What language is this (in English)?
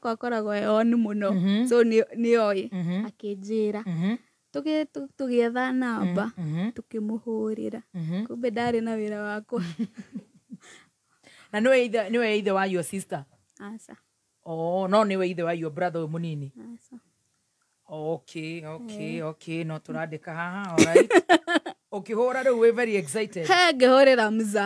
Kikuyu